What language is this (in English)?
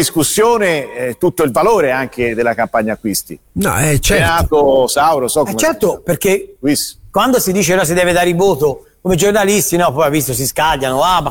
Italian